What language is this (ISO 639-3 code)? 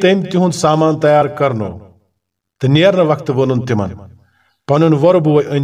kas